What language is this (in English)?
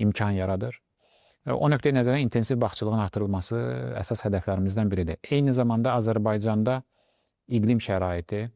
Azerbaijani